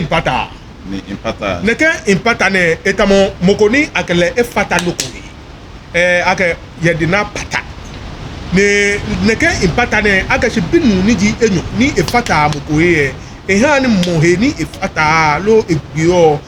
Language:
Ga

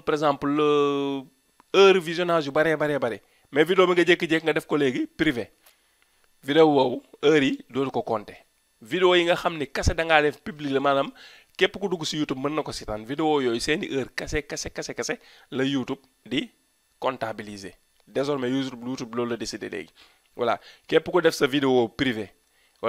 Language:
Wolof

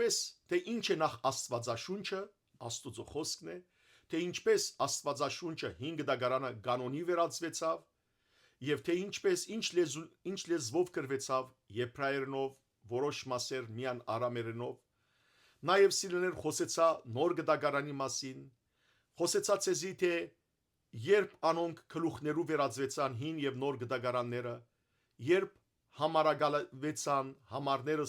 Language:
Western Armenian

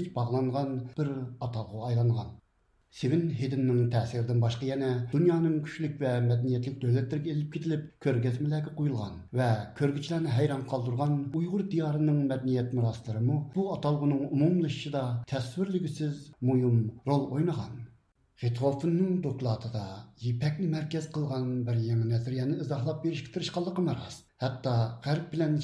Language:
Uyghur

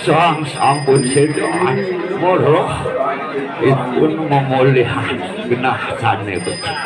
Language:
Balinese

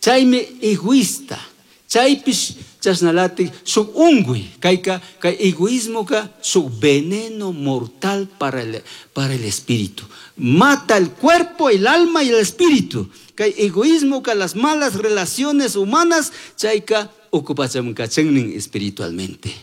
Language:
Chimborazo Highland Quichua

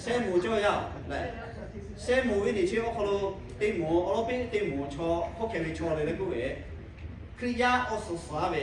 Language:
Lahu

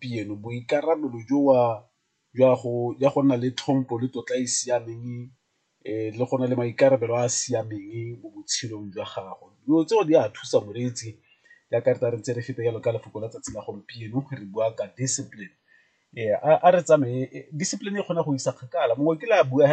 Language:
Tswana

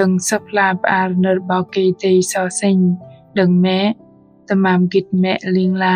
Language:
Bahnar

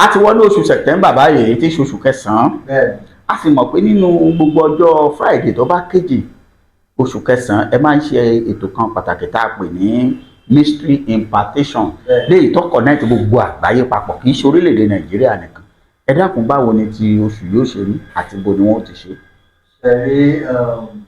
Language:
Yoruba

